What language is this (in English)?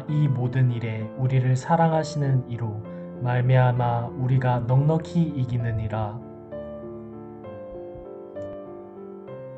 Korean